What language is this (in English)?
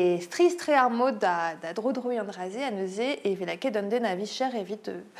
Breton